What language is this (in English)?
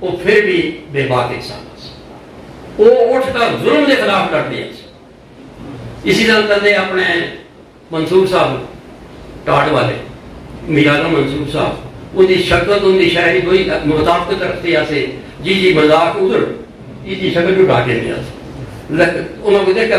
Urdu